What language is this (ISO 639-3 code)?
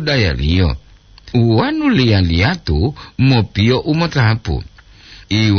gor